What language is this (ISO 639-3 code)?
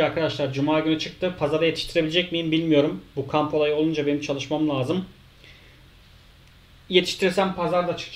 tur